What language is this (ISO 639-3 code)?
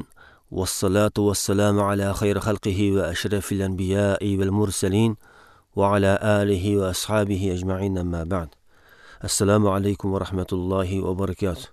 uig